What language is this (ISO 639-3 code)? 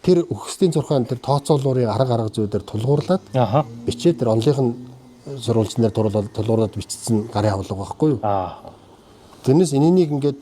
mon